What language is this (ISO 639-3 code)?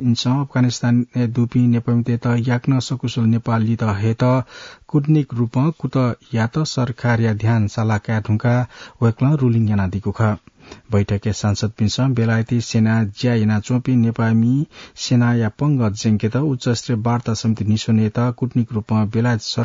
new